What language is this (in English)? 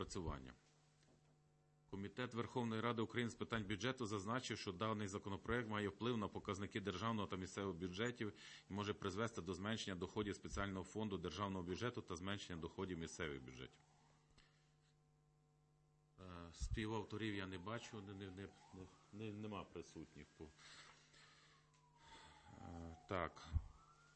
Ukrainian